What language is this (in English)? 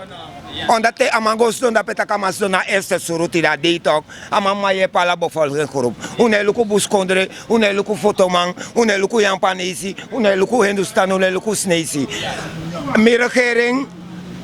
Sranan Tongo